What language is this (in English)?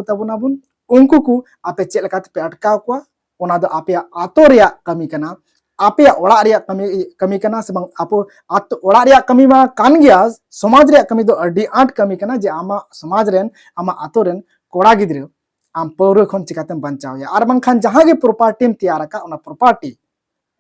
Santali